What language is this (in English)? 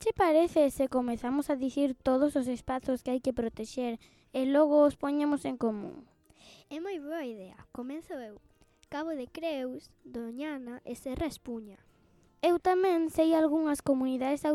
Galician